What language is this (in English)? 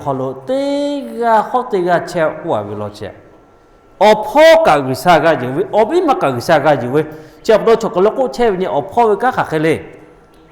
Lahu